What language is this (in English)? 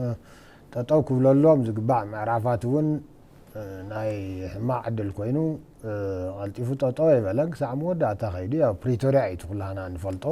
Tigrinya